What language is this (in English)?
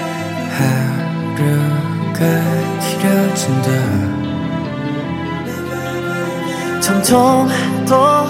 Korean